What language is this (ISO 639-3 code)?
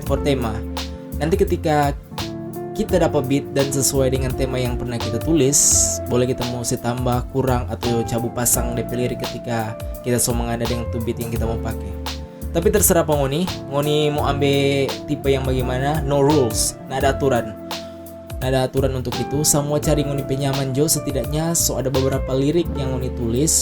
xmm